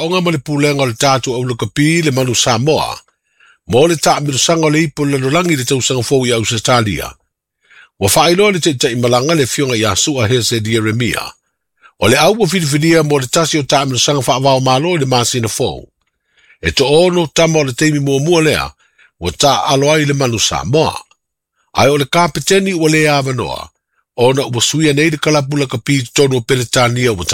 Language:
Samoan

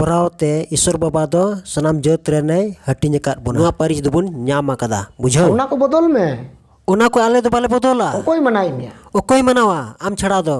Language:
Santali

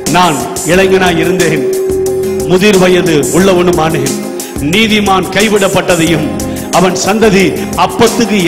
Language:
Tamil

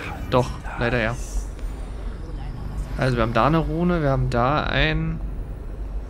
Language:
German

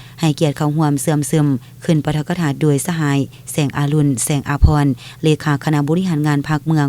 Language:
Lao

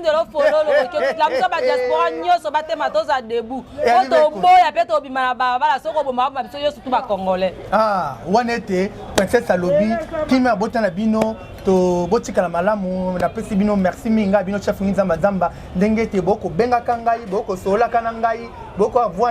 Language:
Lingala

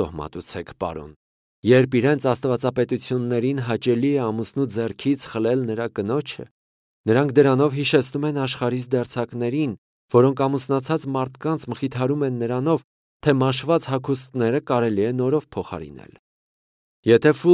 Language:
Armenian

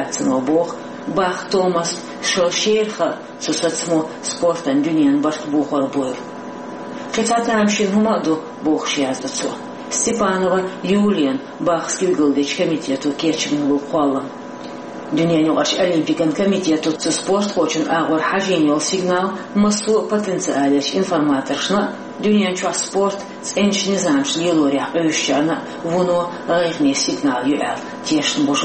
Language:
Chechen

